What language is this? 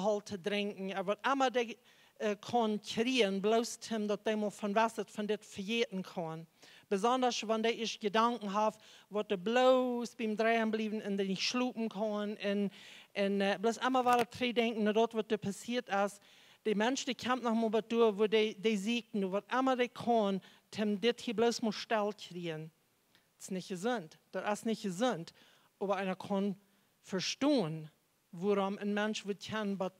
Plautdietsch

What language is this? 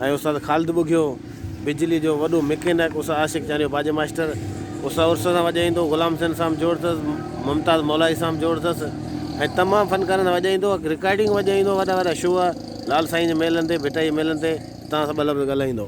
Sindhi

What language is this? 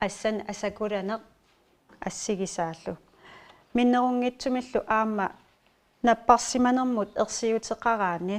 Kalaallisut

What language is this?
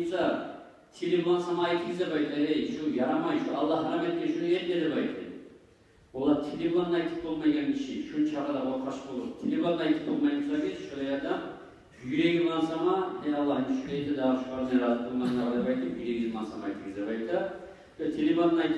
Kumyk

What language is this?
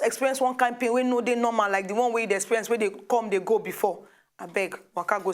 Nigerian Pidgin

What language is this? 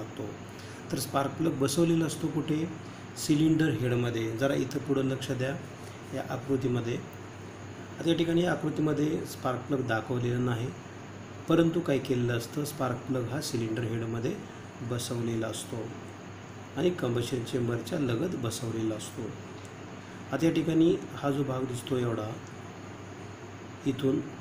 Marathi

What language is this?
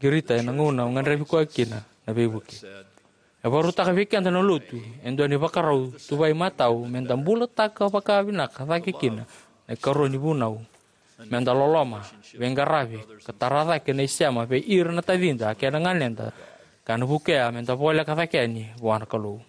Fijian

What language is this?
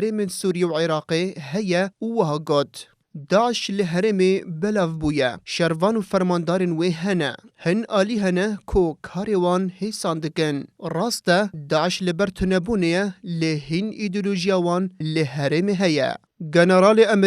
Kurdish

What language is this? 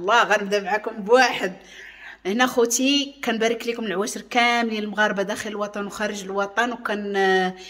Moroccan Arabic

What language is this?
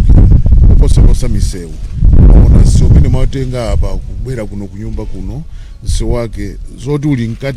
Nyanja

